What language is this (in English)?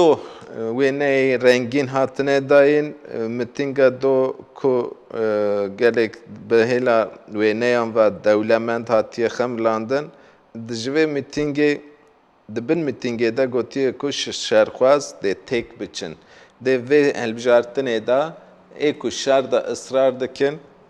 Kurdish